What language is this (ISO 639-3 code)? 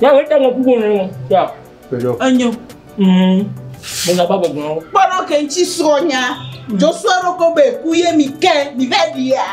ewe